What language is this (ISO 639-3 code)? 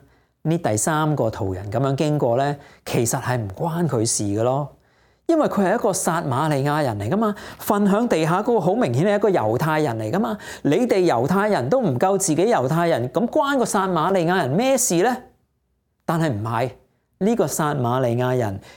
yue